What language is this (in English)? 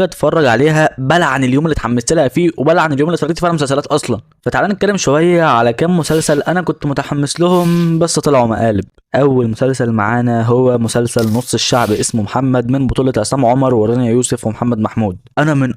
Egyptian Arabic